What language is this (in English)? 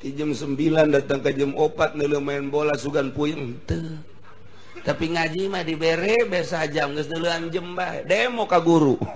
Sundanese